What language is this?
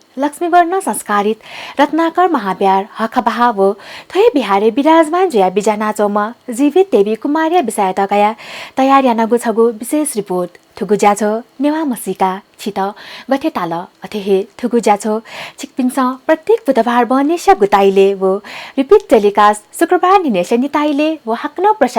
Newari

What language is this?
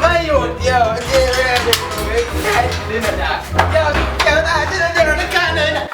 Jamaican Creole English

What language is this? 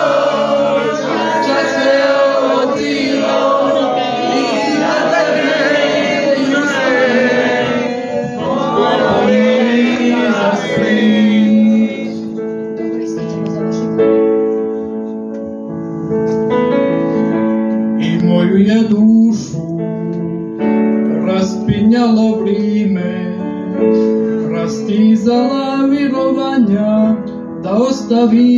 Croatian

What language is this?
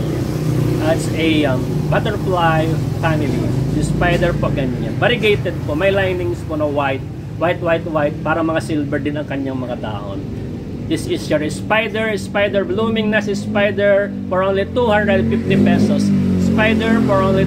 Filipino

